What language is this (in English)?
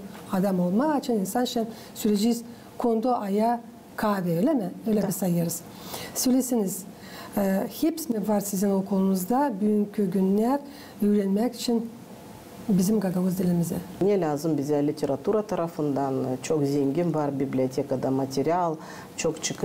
Gagauz